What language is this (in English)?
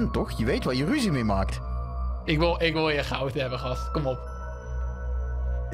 Dutch